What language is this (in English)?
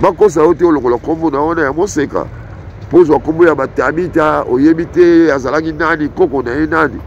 Lingala